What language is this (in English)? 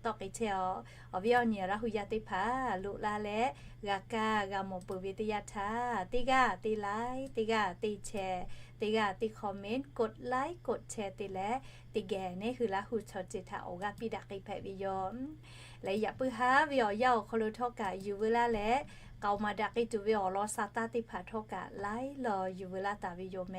Lahu